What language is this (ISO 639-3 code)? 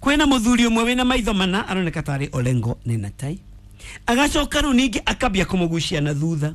kik